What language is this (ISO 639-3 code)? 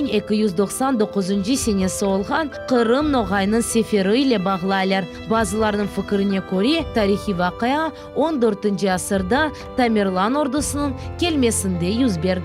crh